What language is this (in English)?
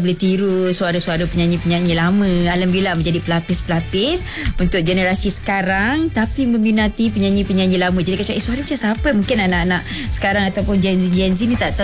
Malay